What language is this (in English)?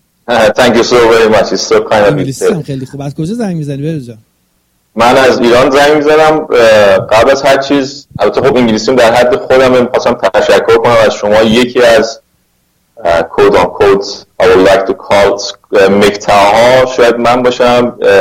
Persian